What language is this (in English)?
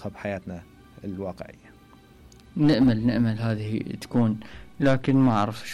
Mesopotamian Arabic